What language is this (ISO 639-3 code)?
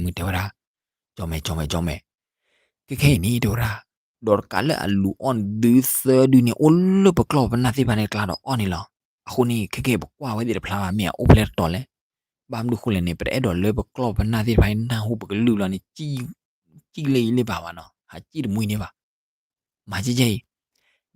ksw